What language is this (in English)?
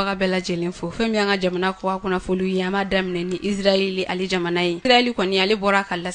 Bambara